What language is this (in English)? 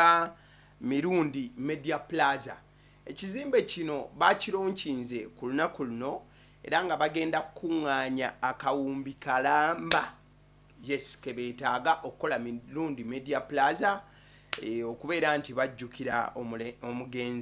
Ganda